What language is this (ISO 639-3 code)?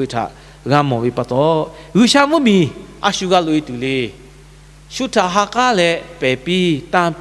lhu